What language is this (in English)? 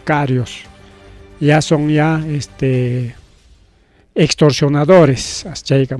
Ayacucho Quechua